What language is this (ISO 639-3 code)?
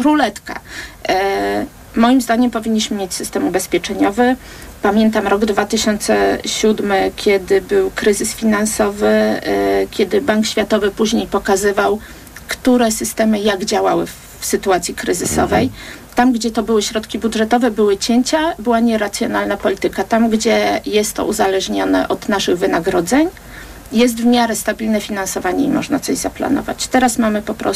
pol